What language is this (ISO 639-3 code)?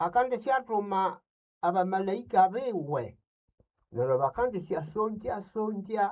nnb